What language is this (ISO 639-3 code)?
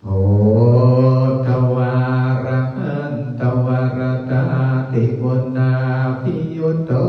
pli